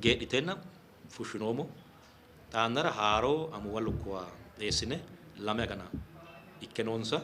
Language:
Sidamo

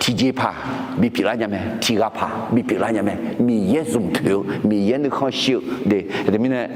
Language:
Akha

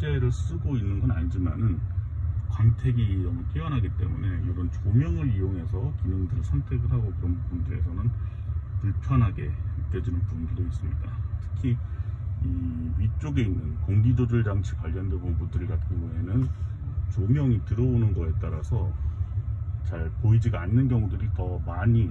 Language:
Korean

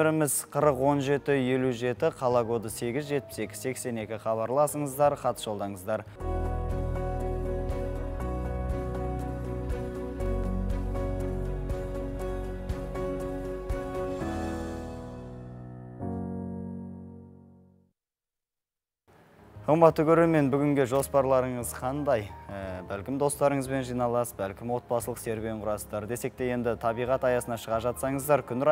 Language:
Kazakh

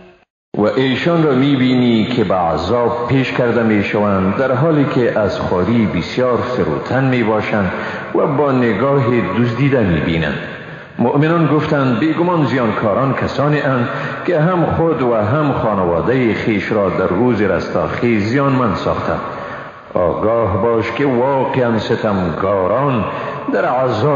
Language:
Persian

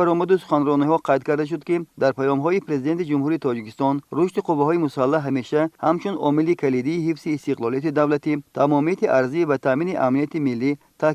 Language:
Tajik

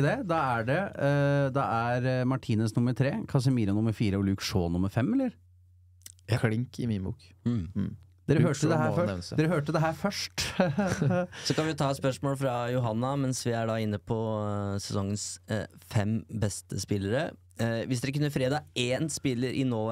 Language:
Norwegian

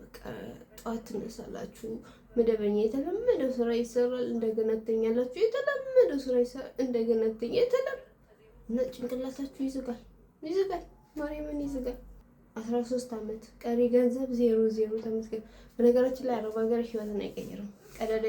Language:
Amharic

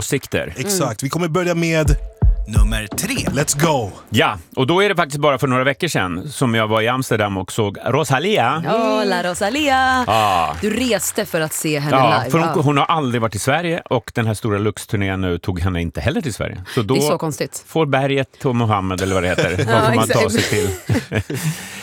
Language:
Swedish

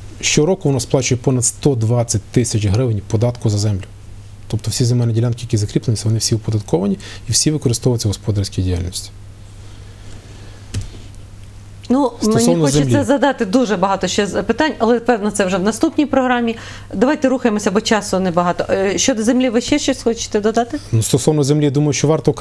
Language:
Ukrainian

